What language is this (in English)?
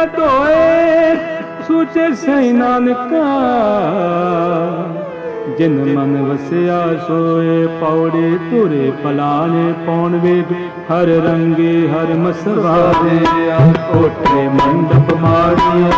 Punjabi